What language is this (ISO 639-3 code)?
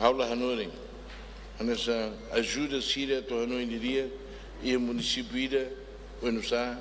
tet